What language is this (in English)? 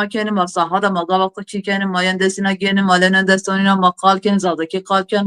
Zaza